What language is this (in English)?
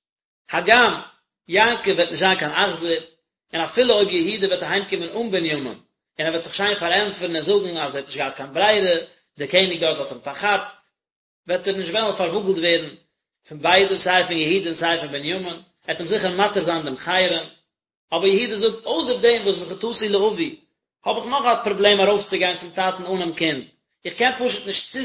Yiddish